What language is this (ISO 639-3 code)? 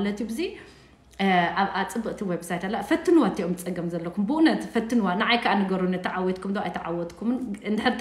tir